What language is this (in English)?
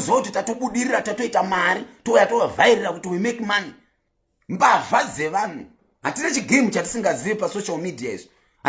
Shona